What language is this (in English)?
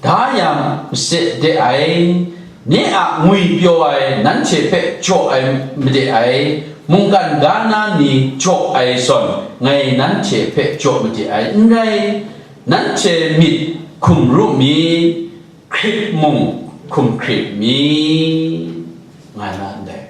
Kachin